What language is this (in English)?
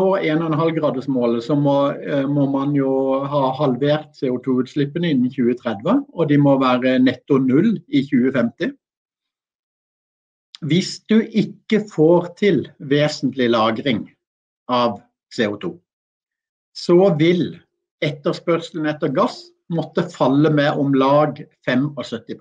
Norwegian